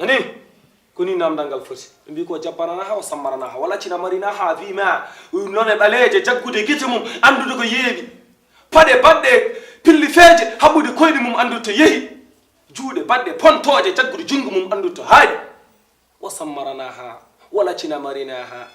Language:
Fula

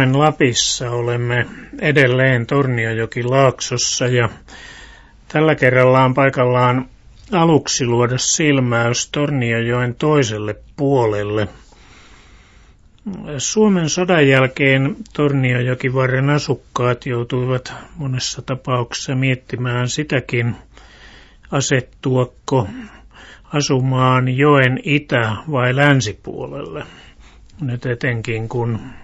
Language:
Finnish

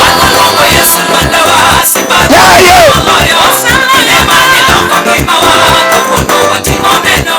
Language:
Luo (Kenya and Tanzania)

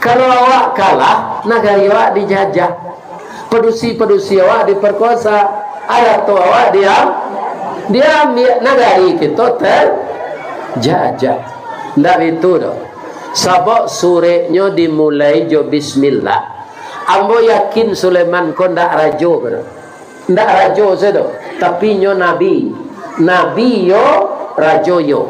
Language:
Minangkabau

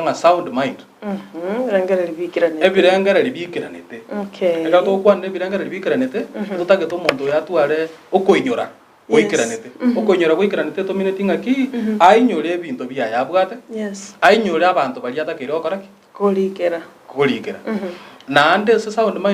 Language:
Gusii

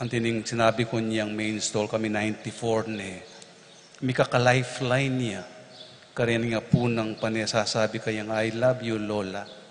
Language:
Pampanga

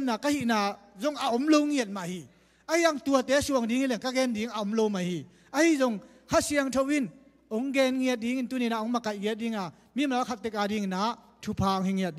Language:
Tedim Chin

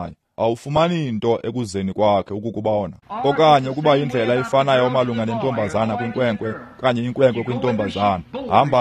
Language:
Xhosa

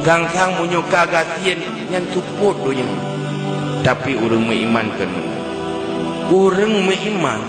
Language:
Achinese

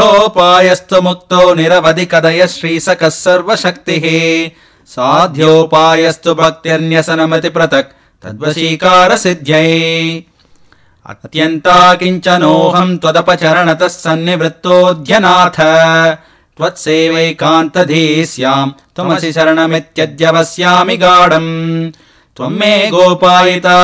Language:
Sanskrit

